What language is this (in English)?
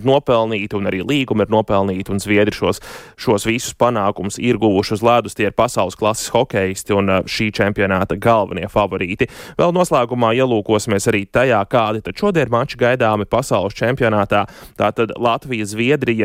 Latvian